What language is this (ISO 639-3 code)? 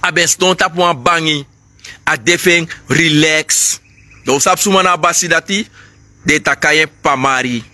srn